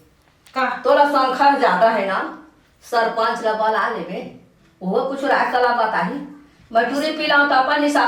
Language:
Chhattisgarhi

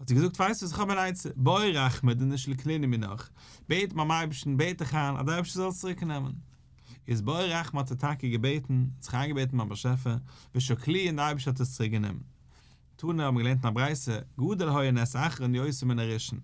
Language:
Yiddish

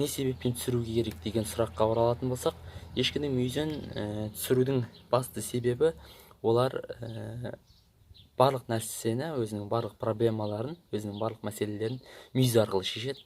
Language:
Kazakh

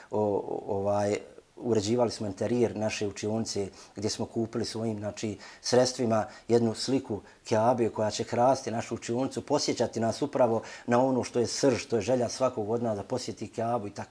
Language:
Bosnian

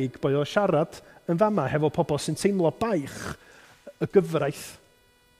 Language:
Welsh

